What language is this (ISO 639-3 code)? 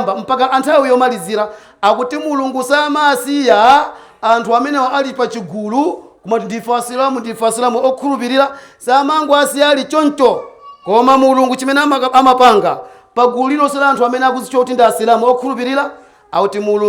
nya